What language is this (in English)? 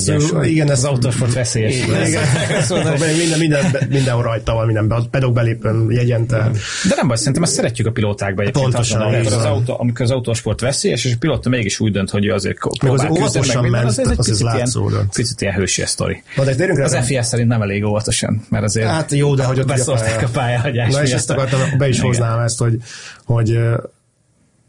Hungarian